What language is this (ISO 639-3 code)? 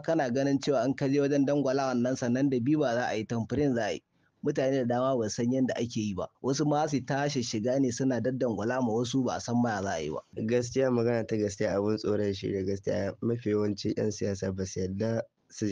hau